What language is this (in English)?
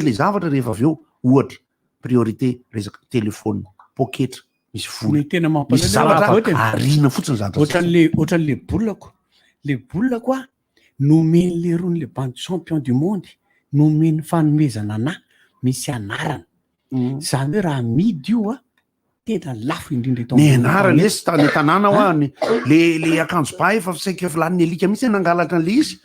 Malagasy